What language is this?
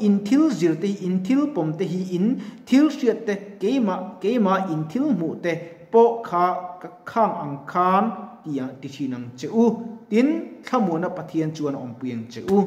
Mizo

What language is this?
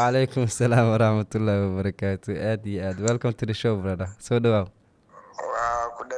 Somali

